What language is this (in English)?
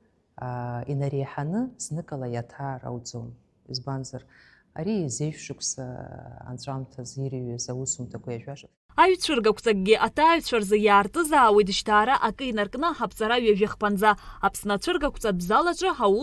Abkhazian